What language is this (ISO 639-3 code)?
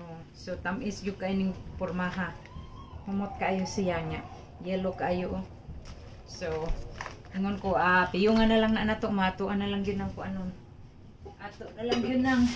ceb